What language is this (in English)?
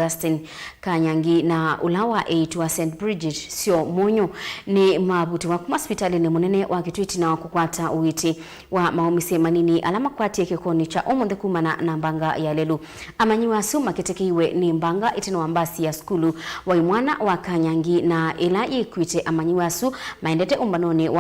Kamba